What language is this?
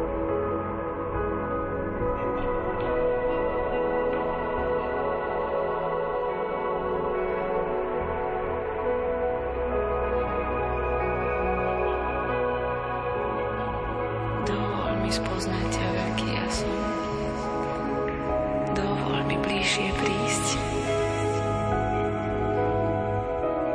Slovak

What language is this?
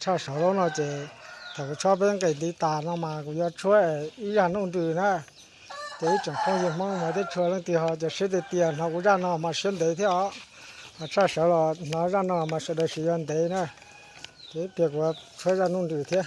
Hmong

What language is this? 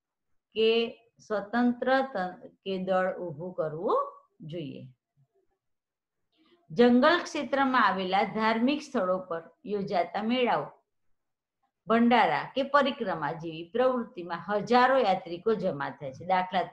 Gujarati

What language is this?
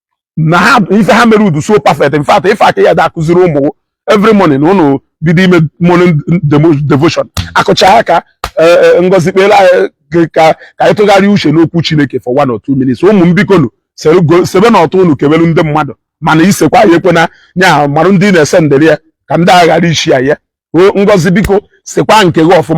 Igbo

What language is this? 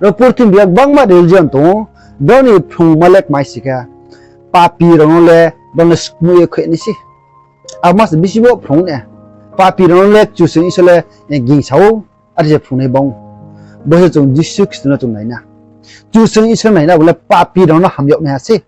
Riang (India)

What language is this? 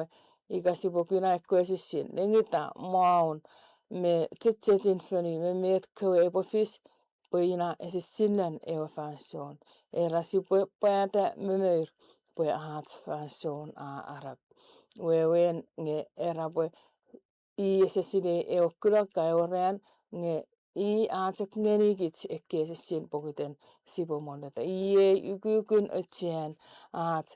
Chuukese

